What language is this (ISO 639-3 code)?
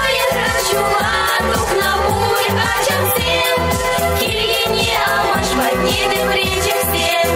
chv